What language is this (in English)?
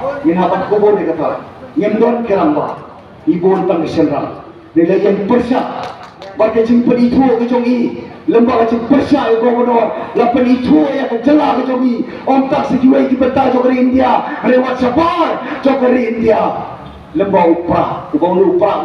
Khasi